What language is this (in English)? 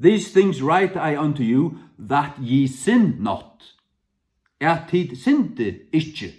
Faroese